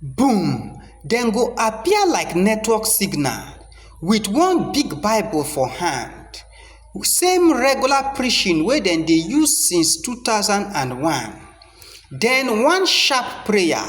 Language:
Nigerian Pidgin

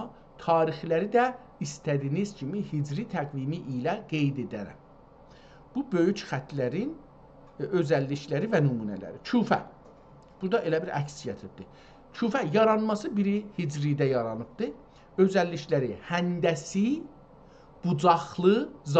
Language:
South Azerbaijani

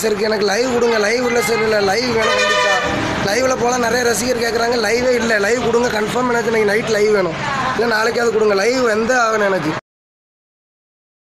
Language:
Tamil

